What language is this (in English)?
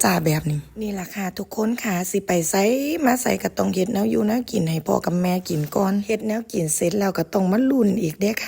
Northeastern Thai